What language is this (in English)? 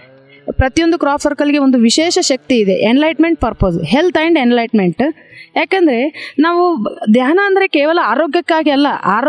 Kannada